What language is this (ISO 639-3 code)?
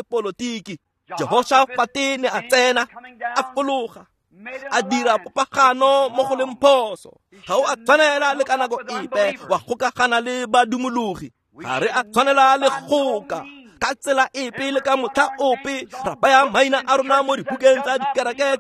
tsn